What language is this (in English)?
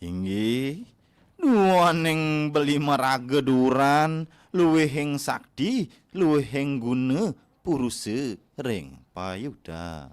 Balinese